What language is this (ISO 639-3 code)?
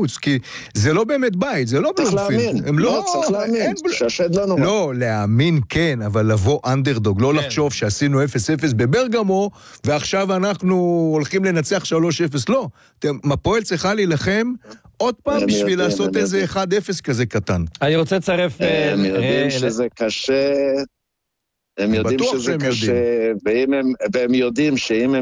heb